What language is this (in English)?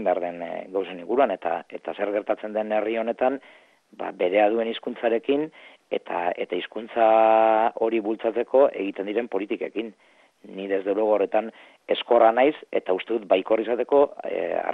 Basque